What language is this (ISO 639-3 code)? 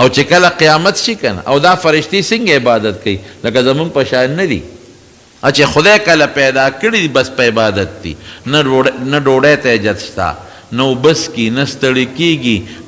pus